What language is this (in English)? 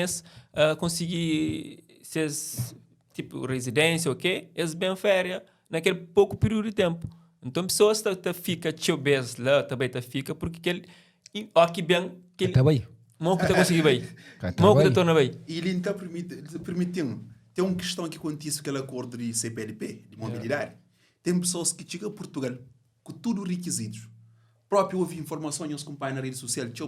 Kabuverdianu